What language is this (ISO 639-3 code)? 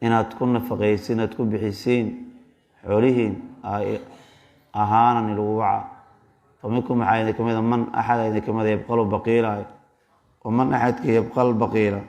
som